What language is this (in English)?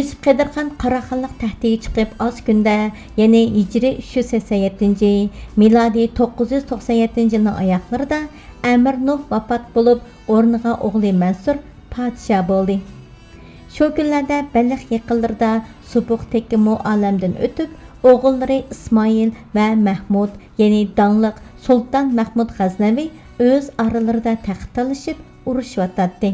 Uyghur